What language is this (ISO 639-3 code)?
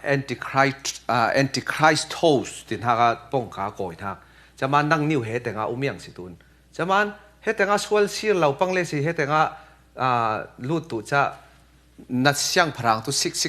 cfm